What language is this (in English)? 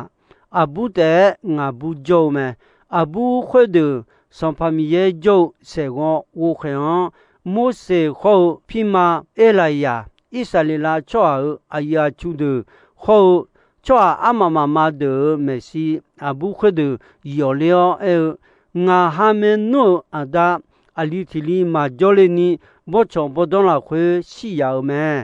Akha